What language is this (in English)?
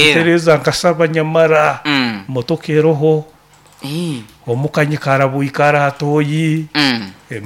Nyoro